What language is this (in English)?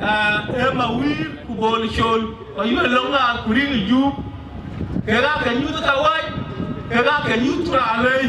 Dinka